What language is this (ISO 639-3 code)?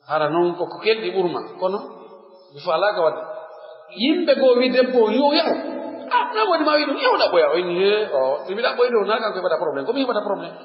fuf